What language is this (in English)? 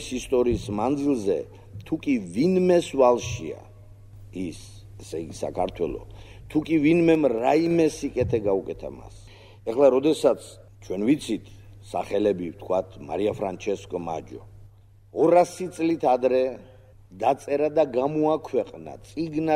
Georgian